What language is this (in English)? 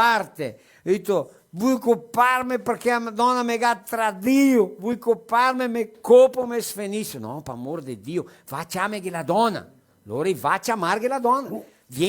Venetian